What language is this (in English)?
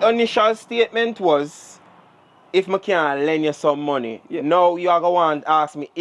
Jamaican Creole English